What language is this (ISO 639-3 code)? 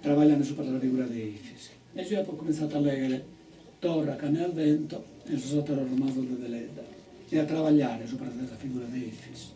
srd